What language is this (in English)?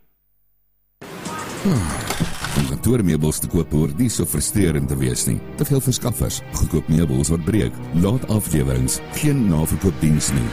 Afrikaans